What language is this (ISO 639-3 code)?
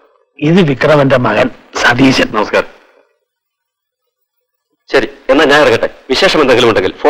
mal